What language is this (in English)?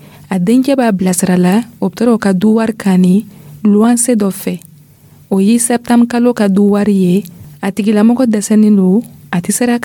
Dyula